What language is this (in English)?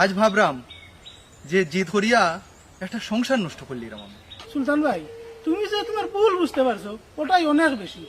Sylheti